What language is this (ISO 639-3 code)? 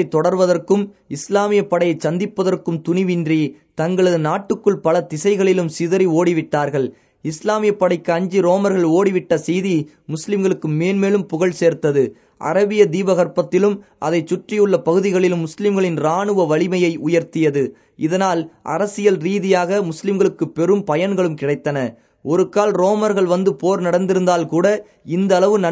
tam